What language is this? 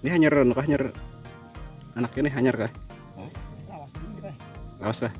Banjar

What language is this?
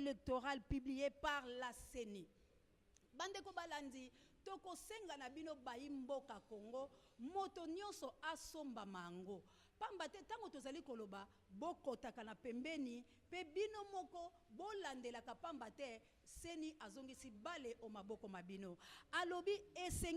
Lingala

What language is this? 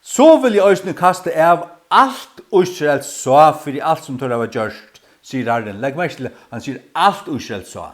Faroese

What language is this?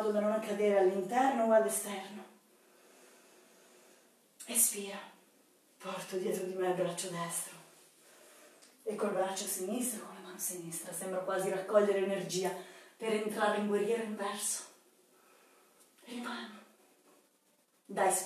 Italian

